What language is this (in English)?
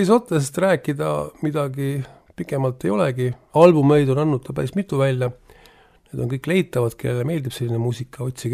Estonian